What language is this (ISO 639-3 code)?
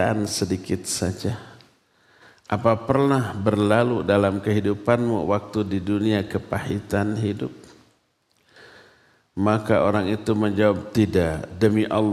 ind